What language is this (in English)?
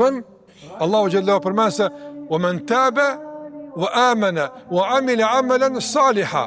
Albanian